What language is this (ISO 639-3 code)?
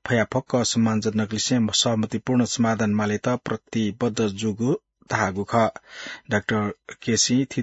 new